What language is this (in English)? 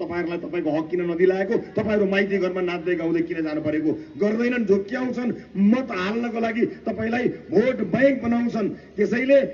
Nepali